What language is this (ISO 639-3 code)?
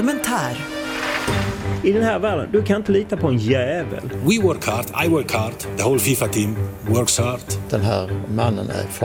swe